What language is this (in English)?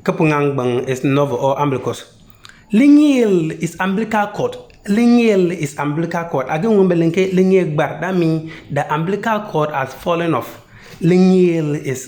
Konkomba